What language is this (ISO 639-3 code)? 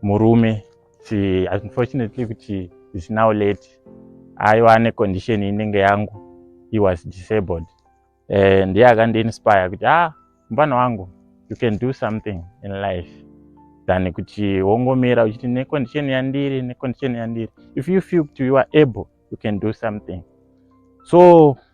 sna